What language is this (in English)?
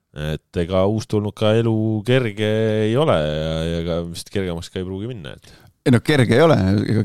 Estonian